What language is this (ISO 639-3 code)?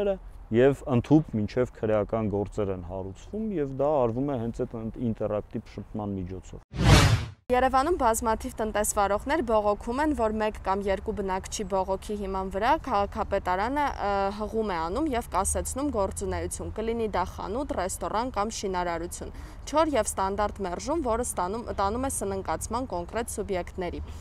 hye